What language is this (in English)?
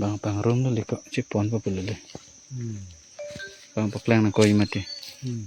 Karbi